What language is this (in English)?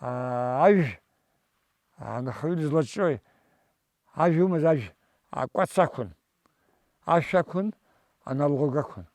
Abkhazian